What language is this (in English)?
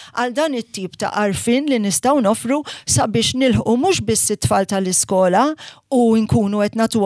Maltese